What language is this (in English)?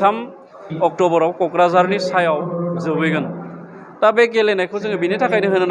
Bodo